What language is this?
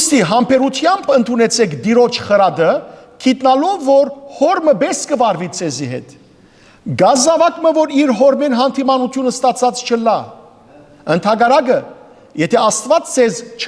Western Armenian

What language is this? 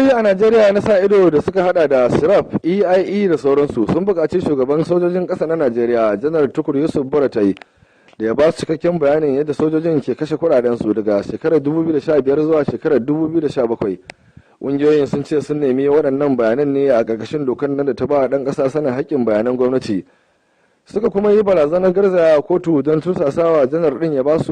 Hausa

